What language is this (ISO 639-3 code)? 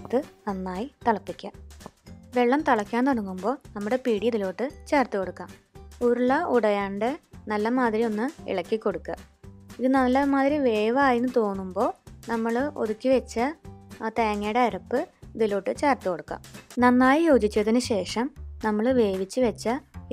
mal